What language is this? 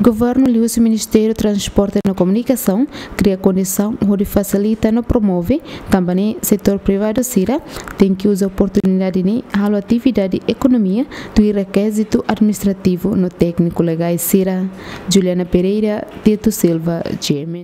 Tetum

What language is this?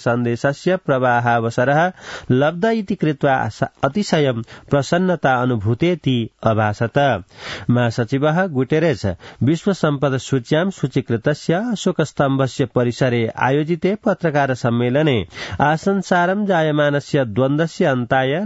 Sanskrit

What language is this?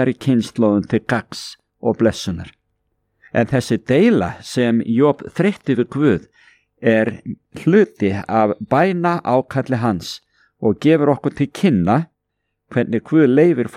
Icelandic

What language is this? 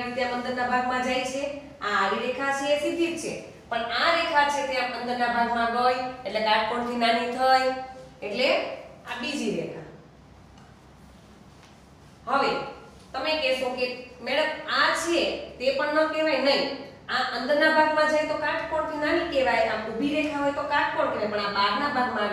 Gujarati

